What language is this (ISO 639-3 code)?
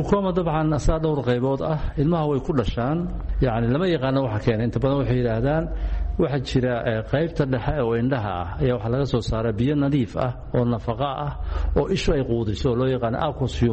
som